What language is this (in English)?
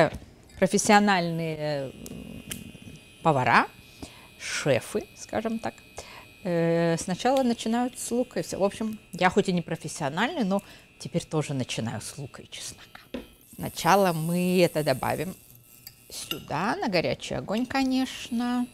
Russian